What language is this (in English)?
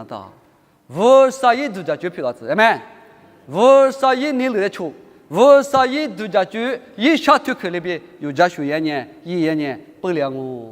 Lisu